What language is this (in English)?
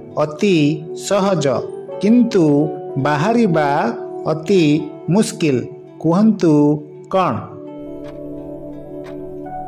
Odia